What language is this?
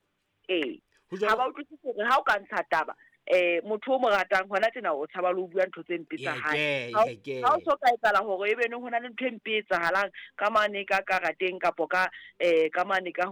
Southern Sotho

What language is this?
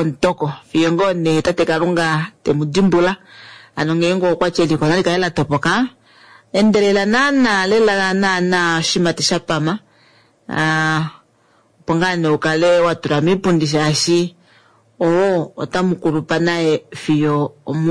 Kuanyama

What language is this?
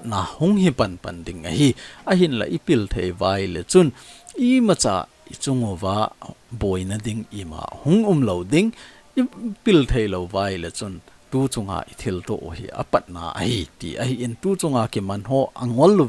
Thado Chin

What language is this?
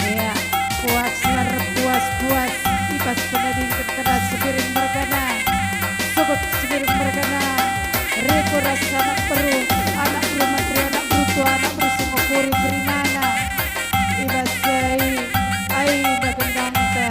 Batak Karo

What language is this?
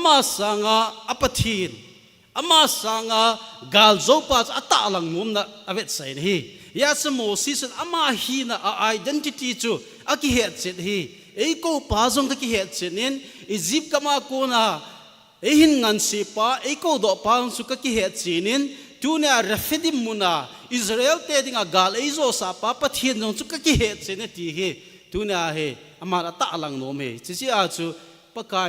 Thado Chin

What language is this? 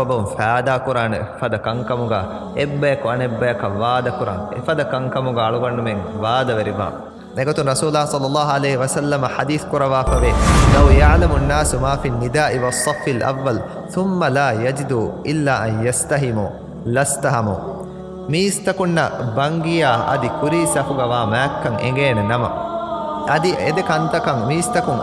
Divehi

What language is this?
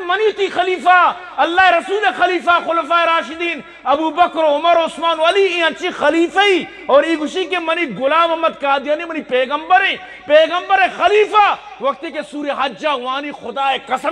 Eastern Balochi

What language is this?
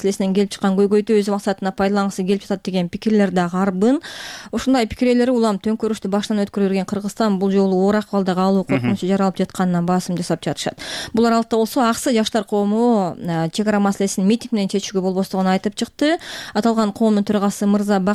Kyrgyz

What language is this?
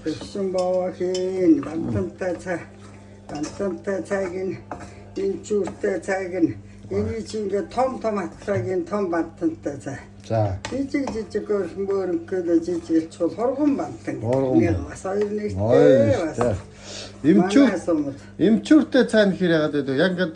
Mongolian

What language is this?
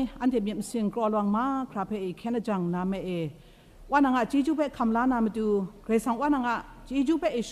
Kachin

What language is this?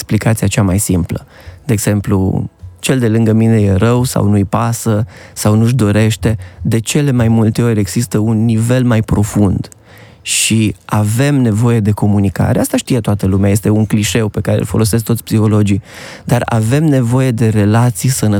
Romanian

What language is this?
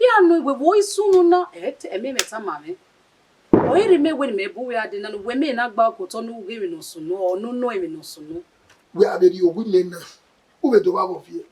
Bini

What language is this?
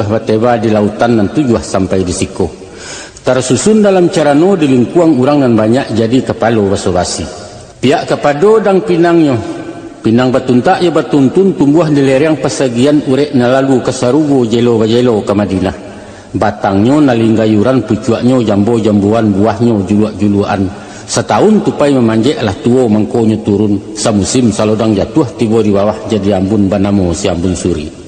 Minangkabau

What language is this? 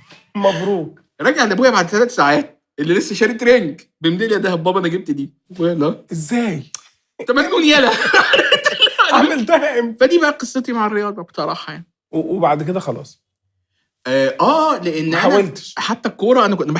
Egyptian Arabic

